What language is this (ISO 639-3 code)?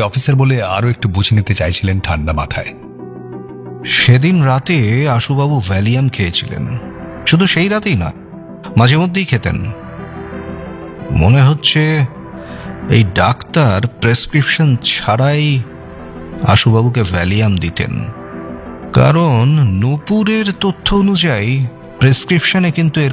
ben